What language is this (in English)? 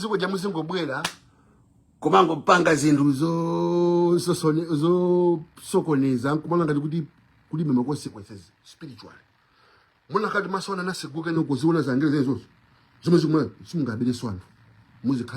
Nyanja